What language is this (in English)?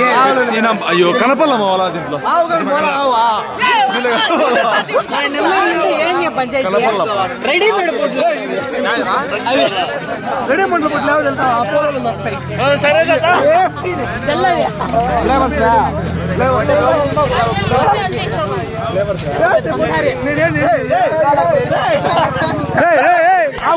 Telugu